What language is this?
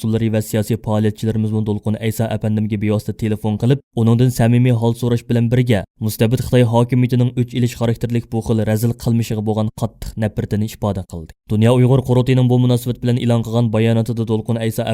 Uyghur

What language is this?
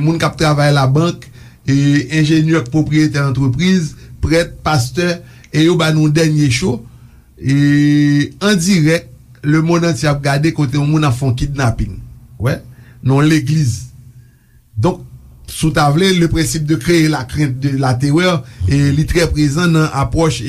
Haitian Creole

